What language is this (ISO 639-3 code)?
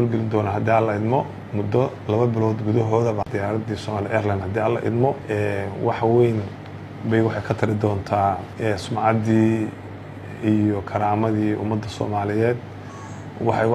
som